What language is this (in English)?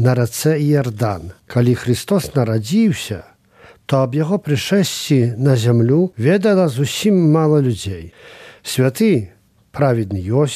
Belarusian